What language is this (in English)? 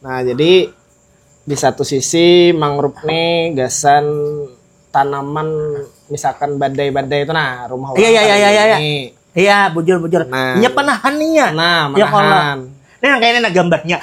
Banjar